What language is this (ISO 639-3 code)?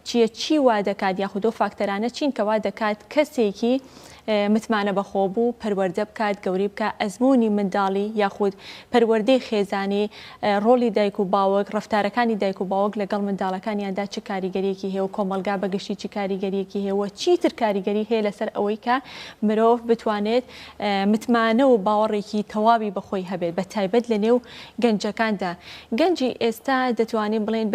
ckb